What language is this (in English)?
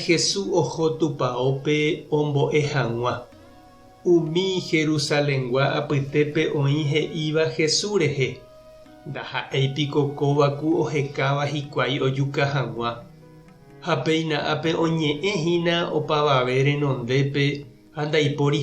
Guarani